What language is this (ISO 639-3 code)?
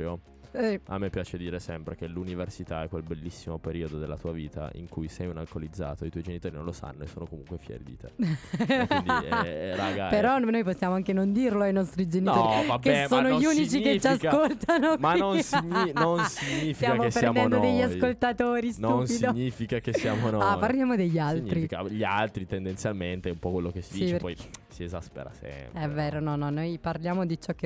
ita